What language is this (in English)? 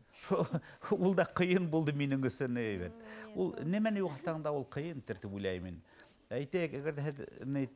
Bashkir